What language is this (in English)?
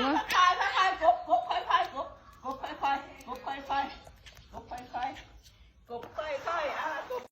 Northeastern Thai